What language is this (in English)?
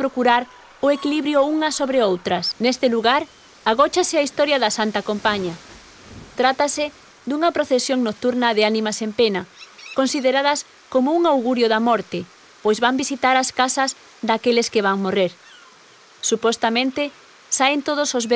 Galician